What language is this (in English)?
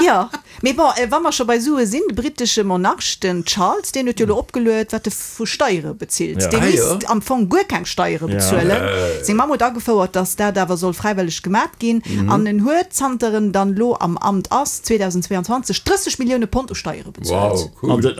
Luxembourgish